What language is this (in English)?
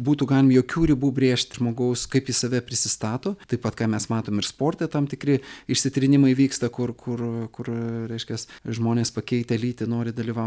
Lithuanian